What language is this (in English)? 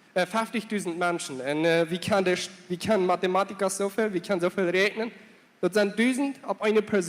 Plautdietsch